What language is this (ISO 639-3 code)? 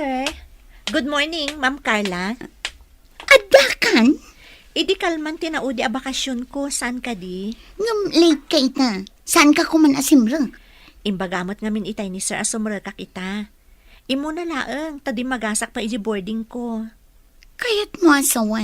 ilo